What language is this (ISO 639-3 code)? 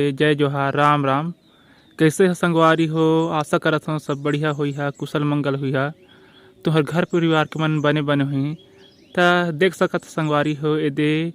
hne